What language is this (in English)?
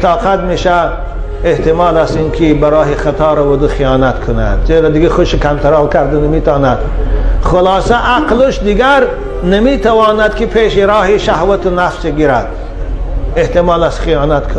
Tajik